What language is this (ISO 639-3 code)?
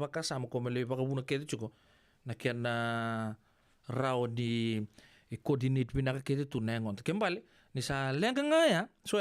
fij